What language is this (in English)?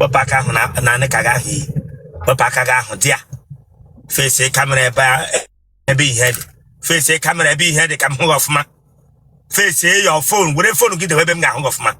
Igbo